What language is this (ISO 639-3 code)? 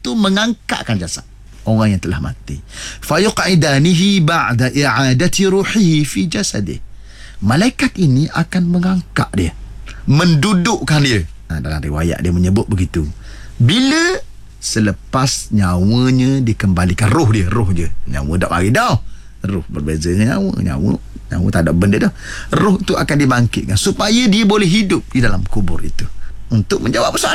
msa